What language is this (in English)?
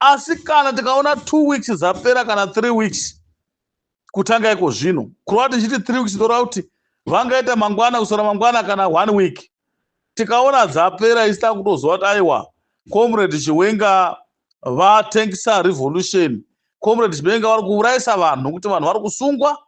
Shona